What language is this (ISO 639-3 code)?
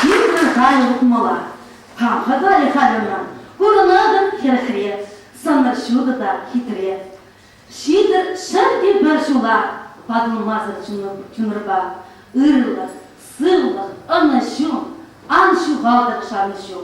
chv